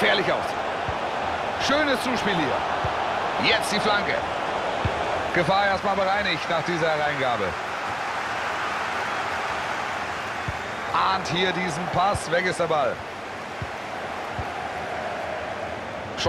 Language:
German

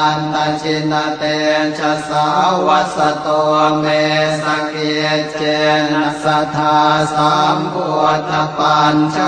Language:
Pali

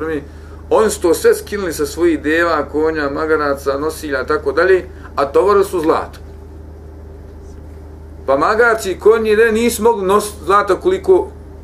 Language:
Bosnian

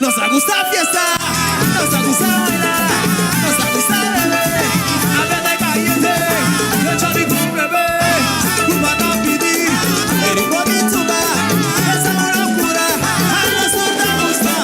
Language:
Papiamento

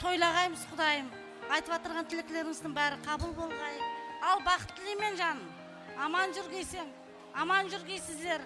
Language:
Kara-Kalpak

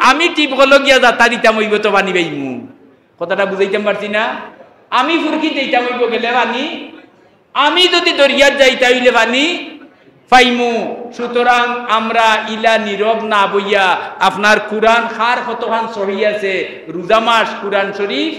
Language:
Sylheti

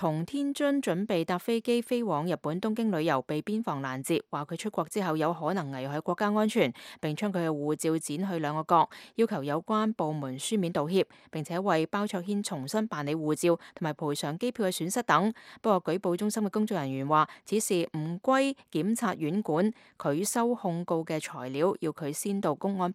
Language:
Cantonese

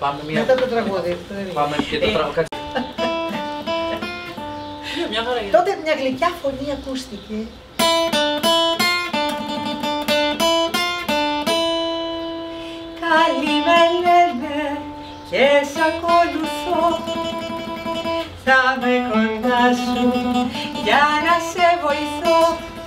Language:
Greek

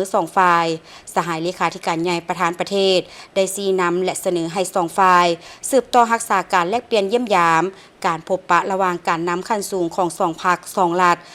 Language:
Lao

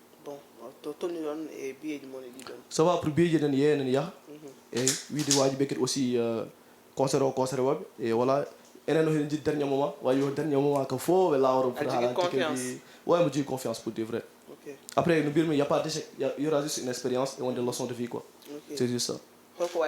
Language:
Fula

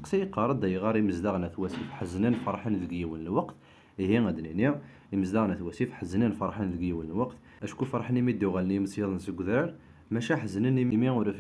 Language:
Kabyle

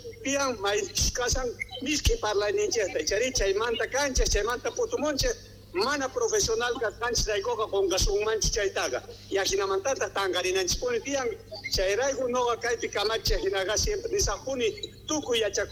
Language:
South Bolivian Quechua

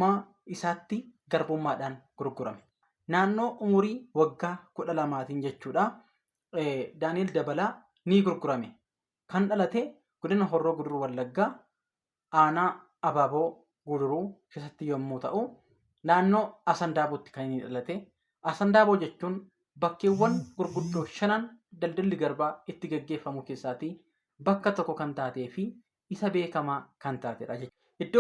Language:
Oromo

